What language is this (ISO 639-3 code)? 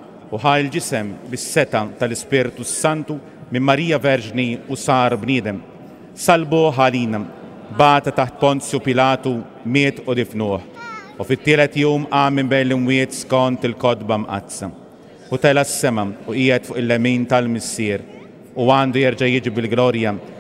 mlt